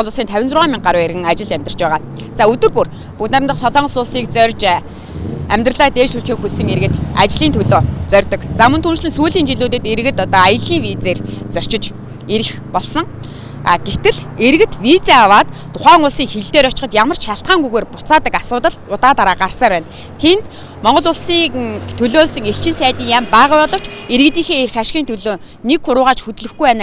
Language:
Mongolian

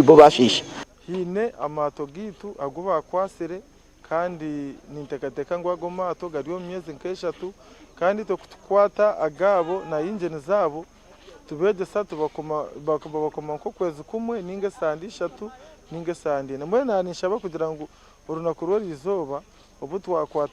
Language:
Nyankole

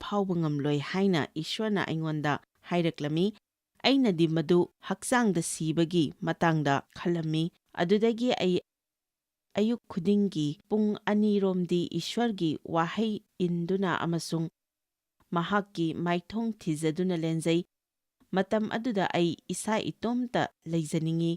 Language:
Manipuri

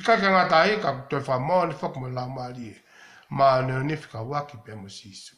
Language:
Tongan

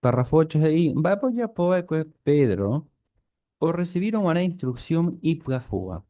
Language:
Guarani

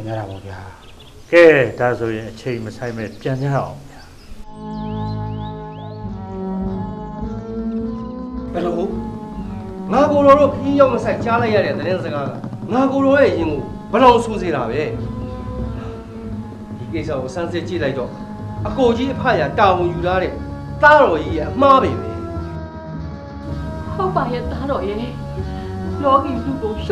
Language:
Burmese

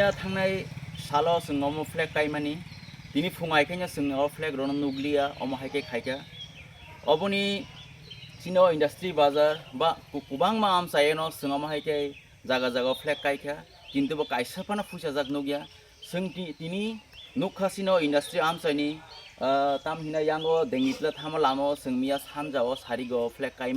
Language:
Kok Borok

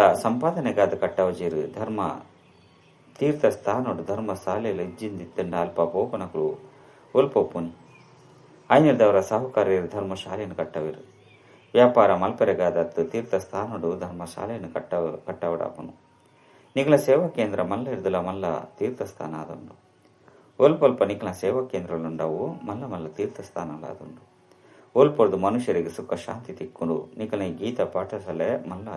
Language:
Tulu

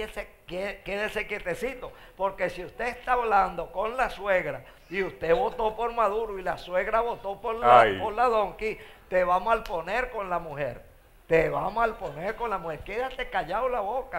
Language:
Spanish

